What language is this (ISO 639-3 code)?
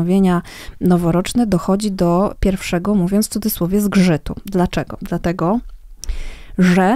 pol